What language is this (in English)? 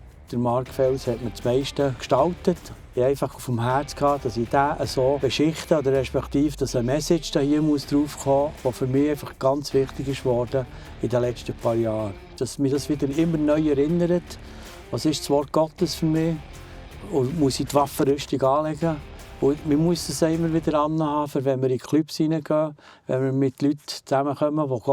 Swiss German